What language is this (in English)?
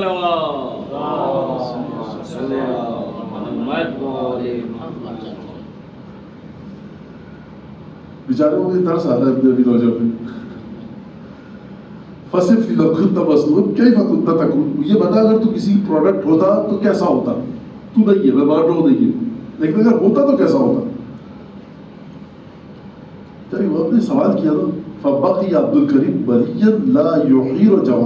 Urdu